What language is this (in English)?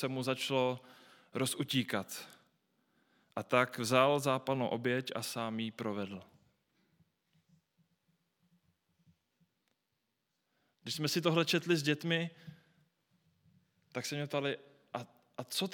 Czech